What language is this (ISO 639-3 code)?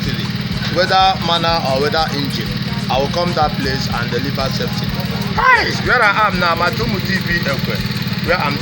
pcm